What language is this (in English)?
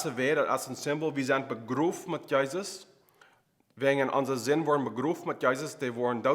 Plautdietsch